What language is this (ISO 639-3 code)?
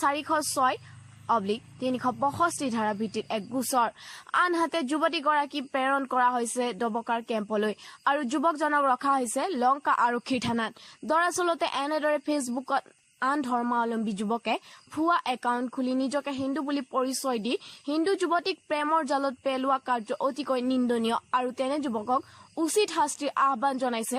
asm